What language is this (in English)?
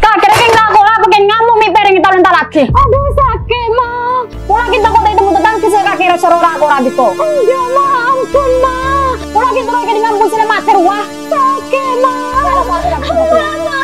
Madurese